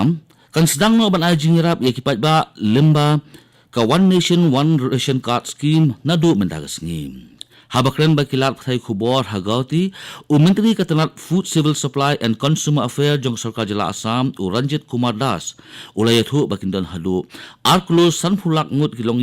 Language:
Khasi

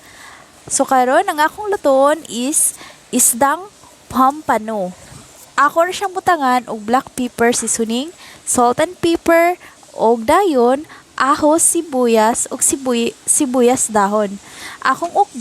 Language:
Cebuano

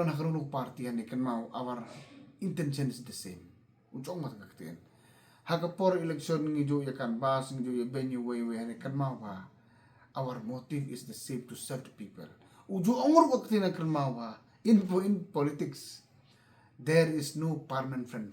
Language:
Khasi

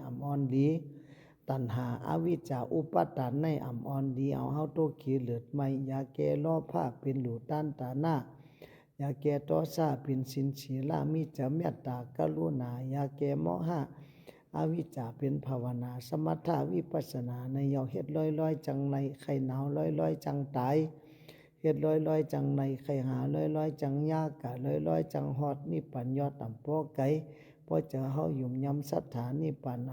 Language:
Shan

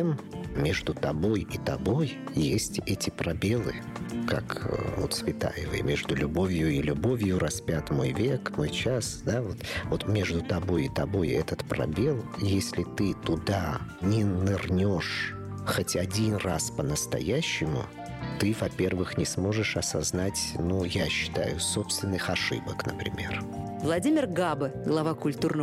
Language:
Russian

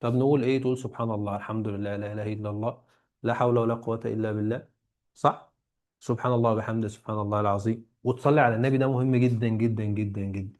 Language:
Egyptian Arabic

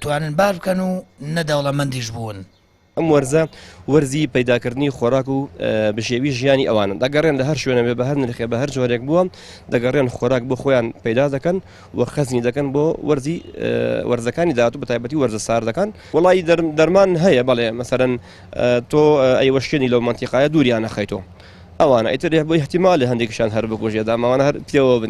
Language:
Central Kurdish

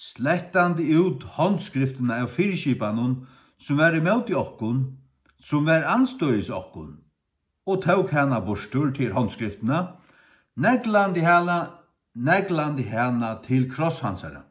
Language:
Faroese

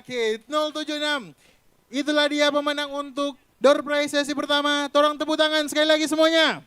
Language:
Manado Malay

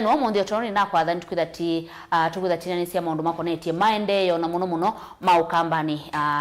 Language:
Kamba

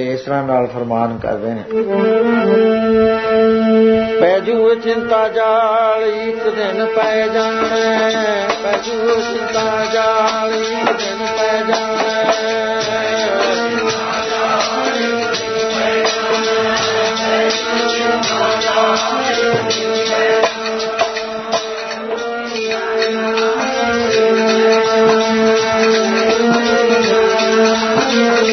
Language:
Punjabi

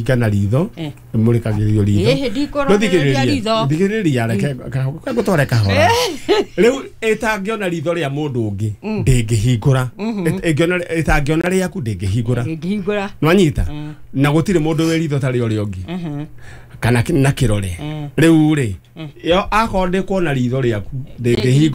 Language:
Kikuyu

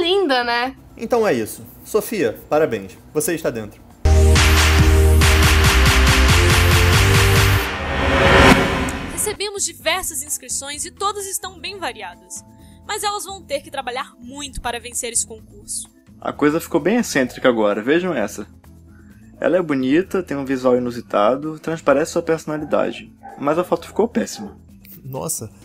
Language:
Portuguese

